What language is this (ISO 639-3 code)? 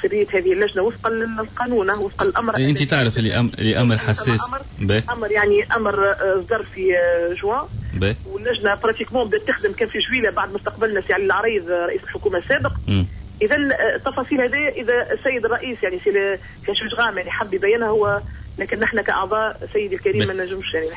aeb